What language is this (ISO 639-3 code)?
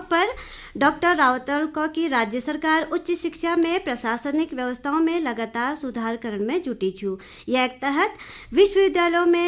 gbm